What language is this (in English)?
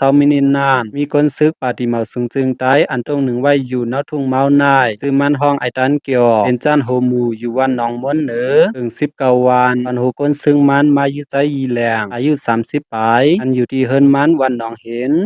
Shan